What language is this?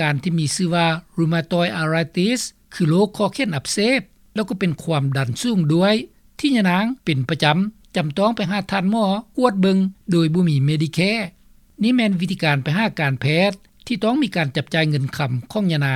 Lao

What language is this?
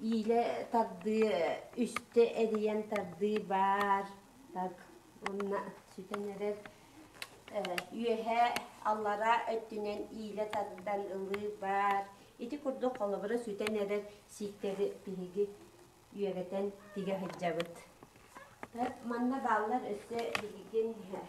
Yakut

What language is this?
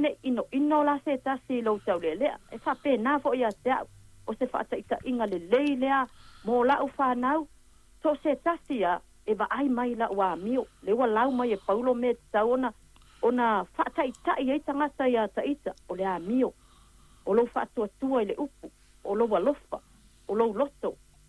Samoan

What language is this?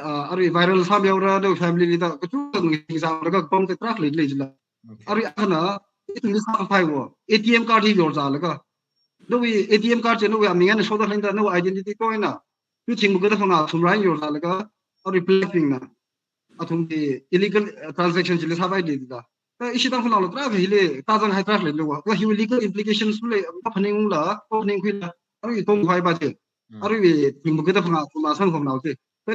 Tangkhul Naga (India)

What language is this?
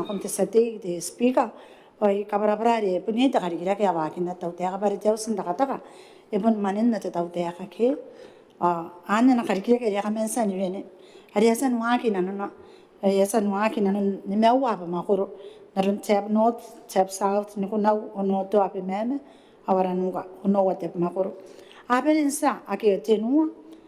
Gilbertese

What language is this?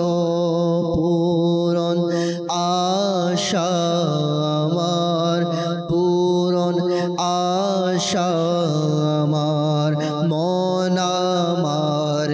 Bangla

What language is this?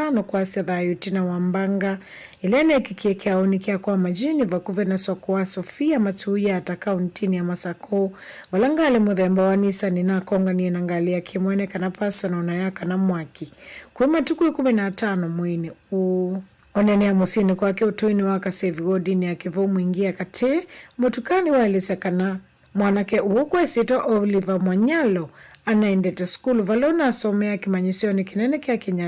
Kamba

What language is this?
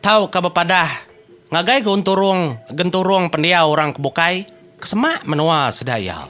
Iban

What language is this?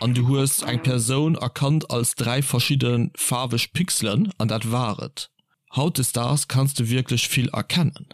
Luxembourgish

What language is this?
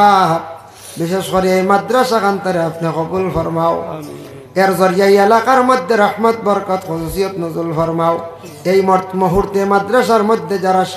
Sylheti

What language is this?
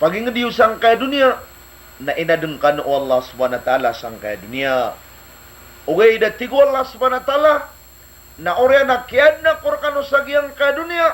Maranao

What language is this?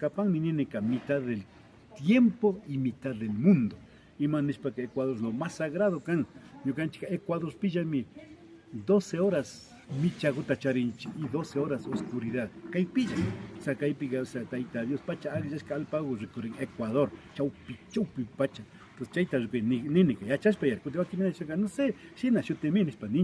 Imbabura Highland Quichua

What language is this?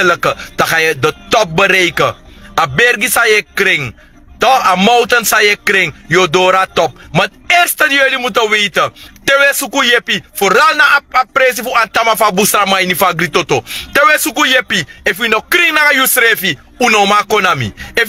Sranan Tongo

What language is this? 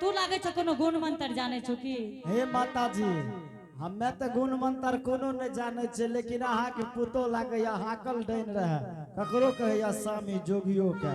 Angika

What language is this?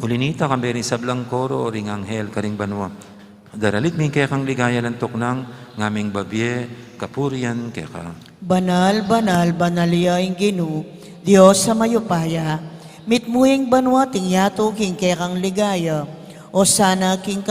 Pampanga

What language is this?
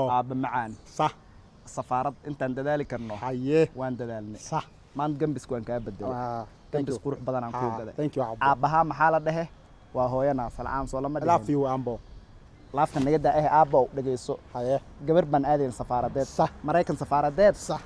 Somali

